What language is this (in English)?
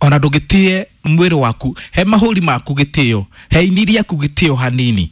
Kikuyu